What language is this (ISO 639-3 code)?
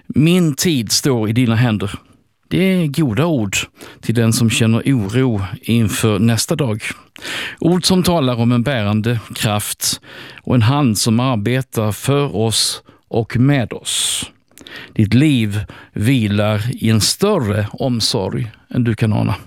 swe